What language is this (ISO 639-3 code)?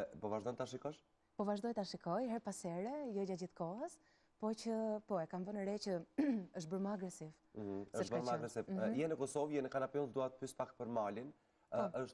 sqi